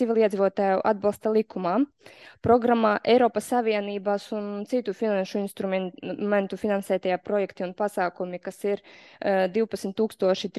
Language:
Latvian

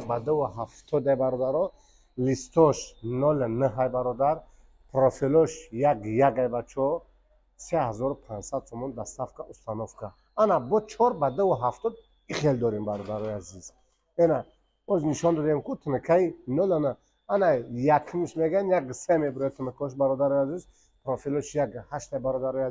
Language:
Tajik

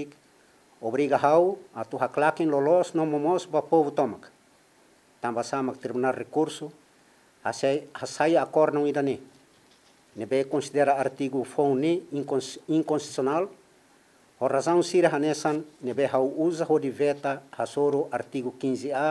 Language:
Tetum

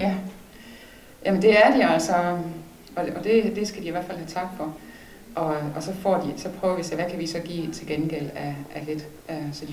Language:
Danish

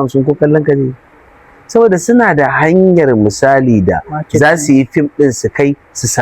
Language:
Hausa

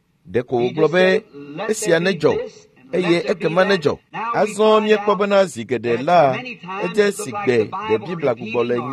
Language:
Ewe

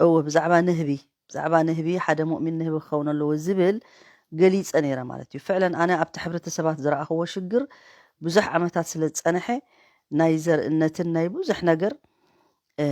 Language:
Tigrinya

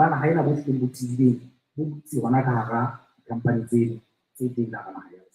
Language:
Southern Sotho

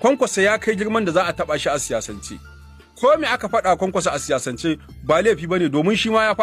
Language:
Hausa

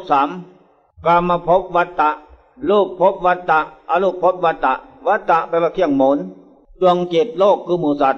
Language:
Thai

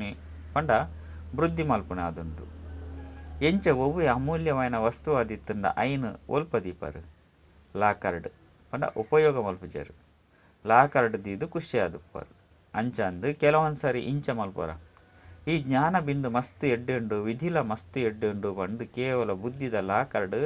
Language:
Tulu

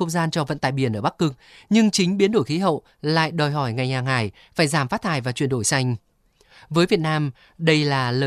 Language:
Vietnamese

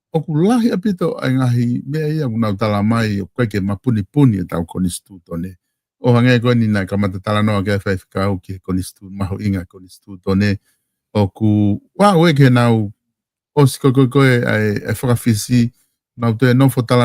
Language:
Tongan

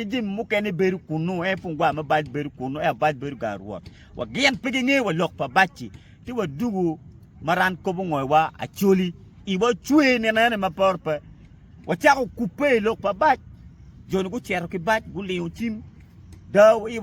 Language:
Acoli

